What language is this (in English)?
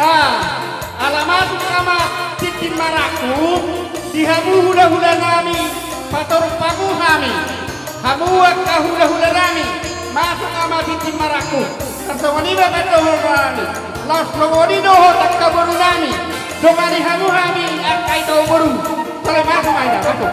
Batak Toba